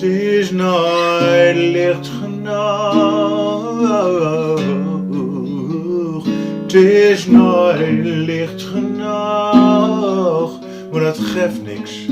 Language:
Gronings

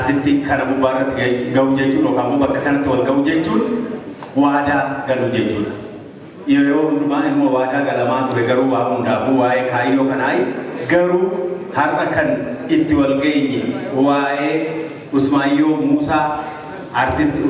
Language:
Oromo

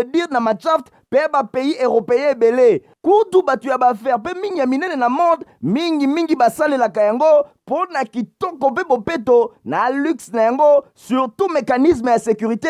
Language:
Lingala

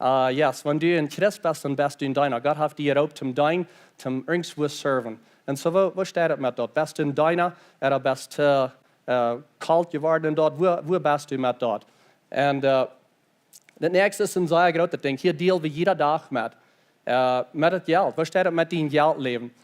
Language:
Plautdietsch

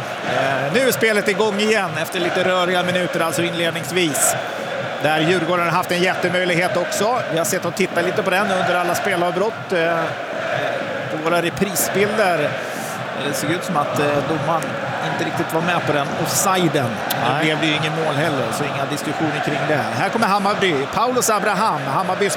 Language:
Swedish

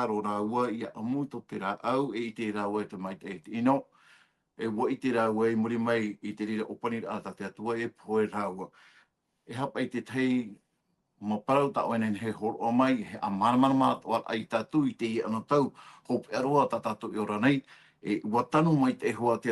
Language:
Tahitian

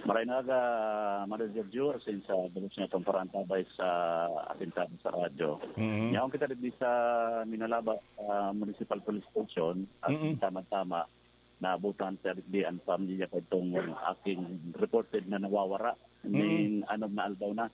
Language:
Bikol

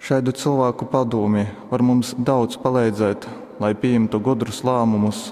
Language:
Latgalian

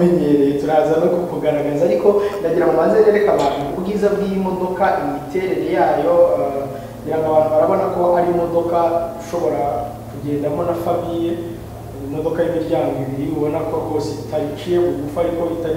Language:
Kinyarwanda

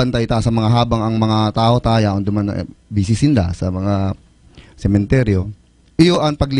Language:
Bikol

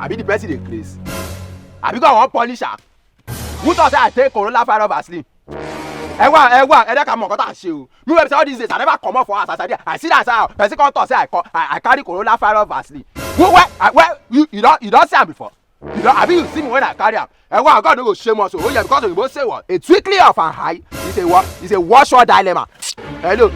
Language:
Nigerian Pidgin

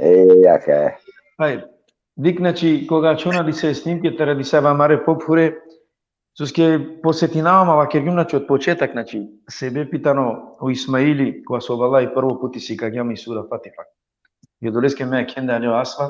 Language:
Balkan Romani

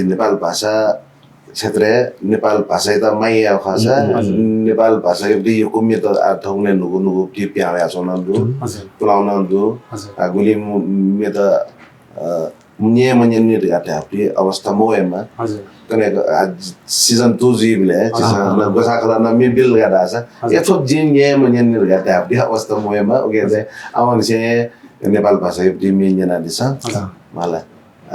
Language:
Newari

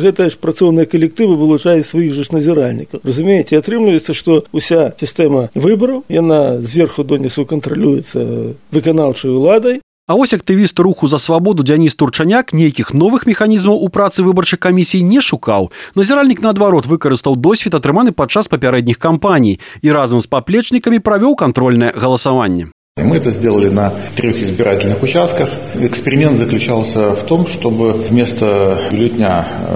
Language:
Belarusian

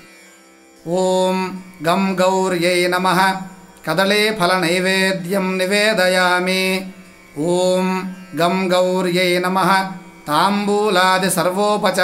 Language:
Telugu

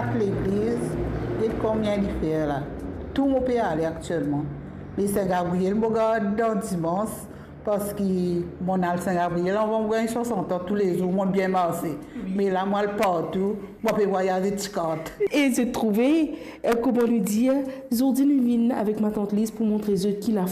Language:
Morisyen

